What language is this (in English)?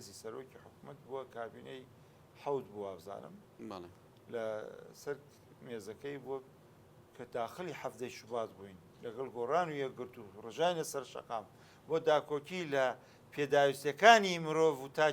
Central Kurdish